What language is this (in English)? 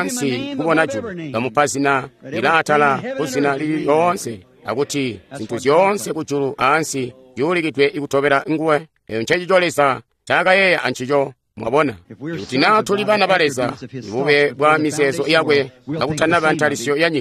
Tonga (Zambia)